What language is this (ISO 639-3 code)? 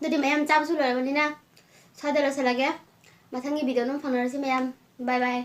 mni